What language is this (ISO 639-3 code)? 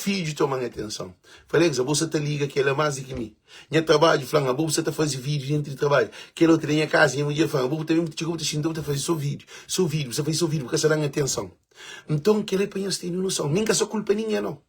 kea